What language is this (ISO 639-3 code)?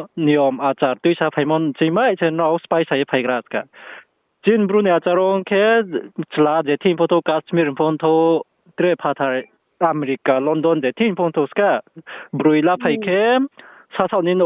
ria